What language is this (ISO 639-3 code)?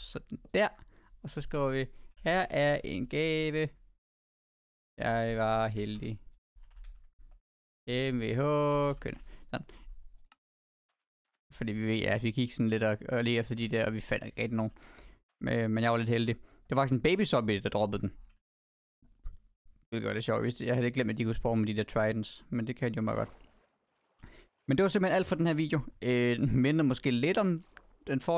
dan